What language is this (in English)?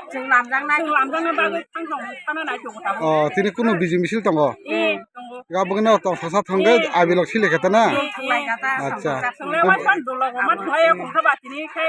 Kok Borok